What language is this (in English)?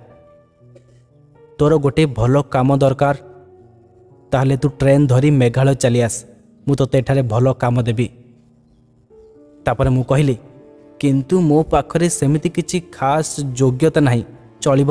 Odia